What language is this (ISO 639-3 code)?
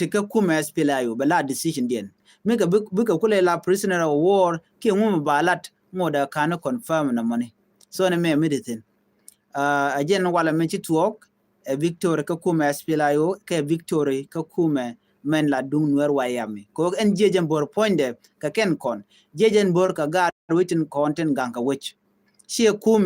nus